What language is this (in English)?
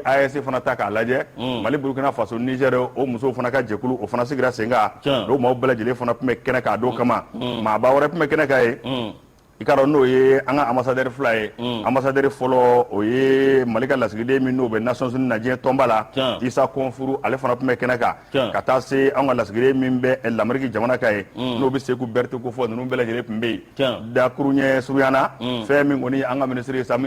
Bambara